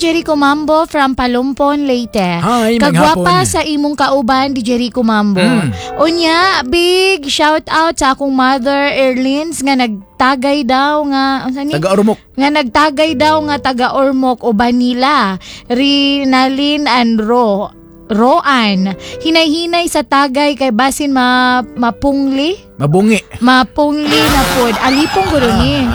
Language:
Cebuano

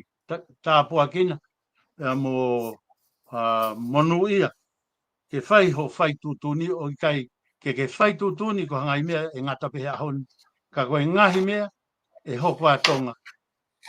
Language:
Tongan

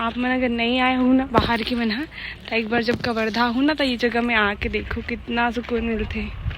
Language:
Chhattisgarhi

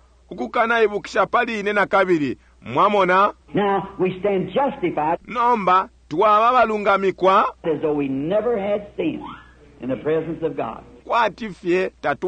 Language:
Bemba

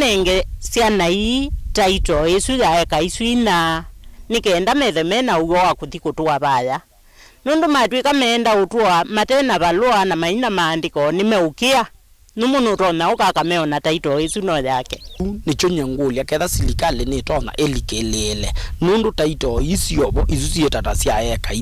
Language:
Kamba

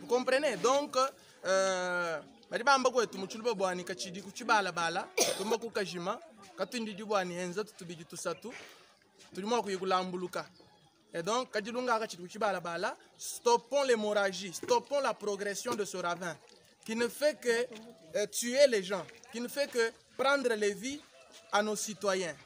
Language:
Luba-Lulua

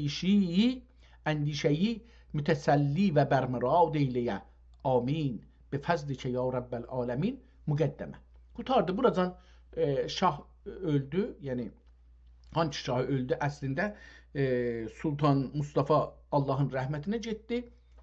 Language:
South Azerbaijani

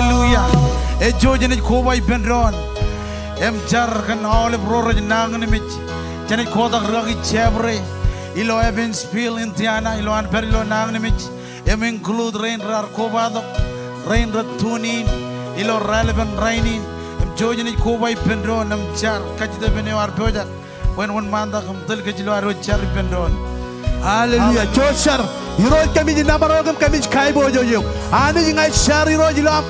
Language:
Marshallese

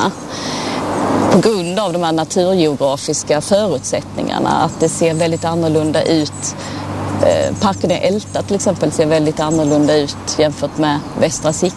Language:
Swedish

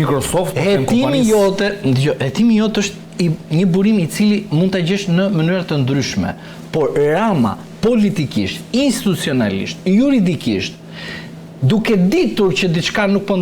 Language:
Albanian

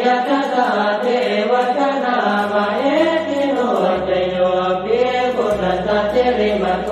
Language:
Pali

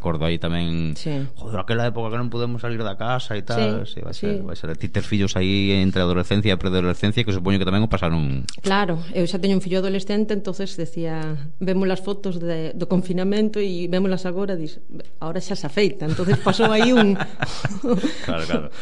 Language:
Galician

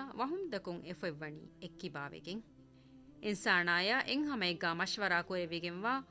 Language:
Divehi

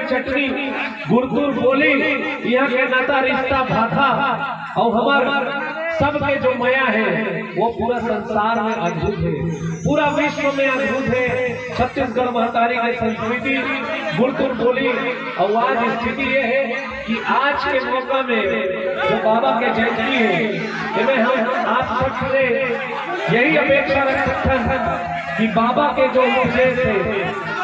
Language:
Chhattisgarhi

